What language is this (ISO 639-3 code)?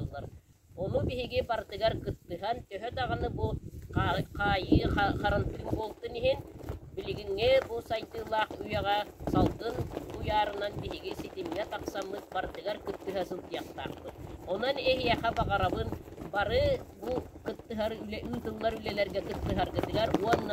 sah